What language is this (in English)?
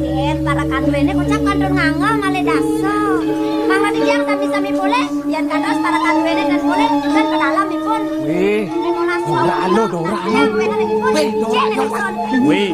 Balinese